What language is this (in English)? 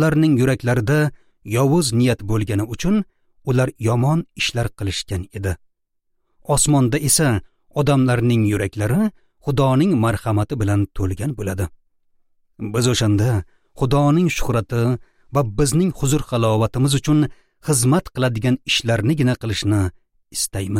Uzbek